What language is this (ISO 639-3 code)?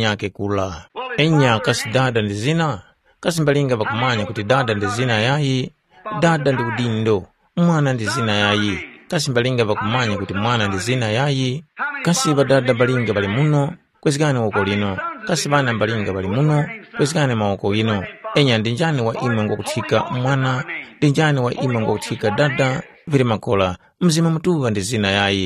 tum